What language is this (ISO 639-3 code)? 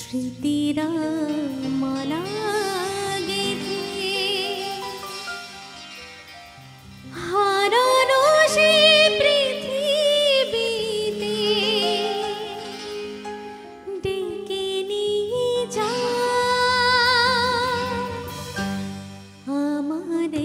ben